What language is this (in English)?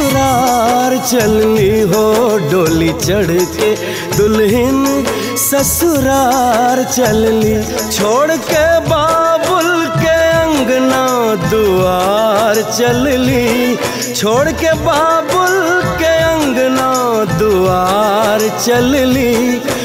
Bhojpuri